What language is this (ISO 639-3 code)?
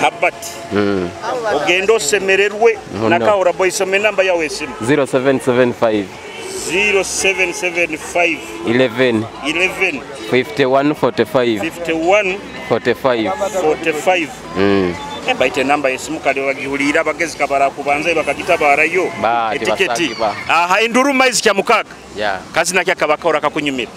nyo